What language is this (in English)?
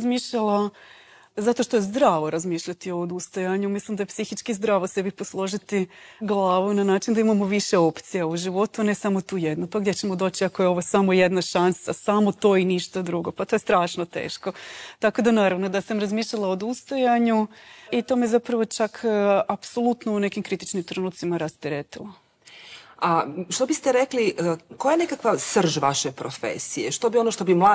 Croatian